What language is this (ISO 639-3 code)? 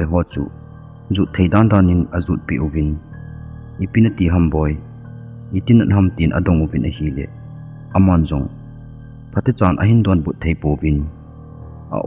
tcz